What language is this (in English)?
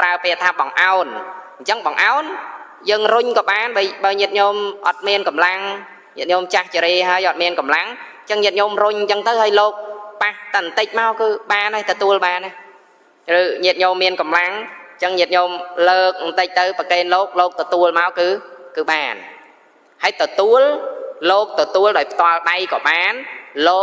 Khmer